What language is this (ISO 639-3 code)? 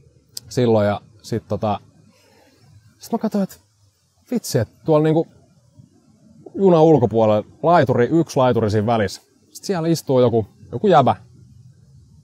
fin